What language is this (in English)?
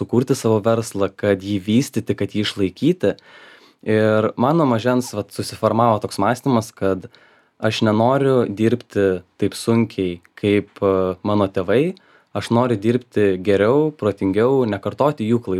Lithuanian